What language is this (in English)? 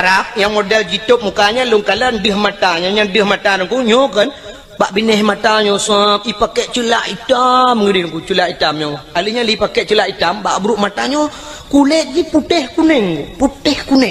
Achinese